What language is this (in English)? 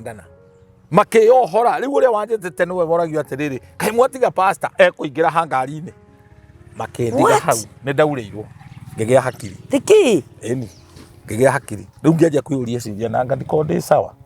Kikuyu